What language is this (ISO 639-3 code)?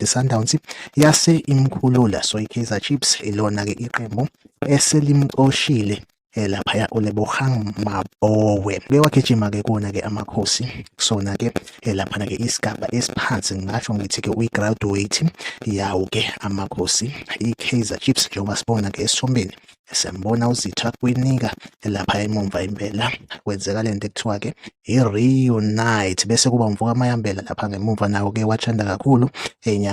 zul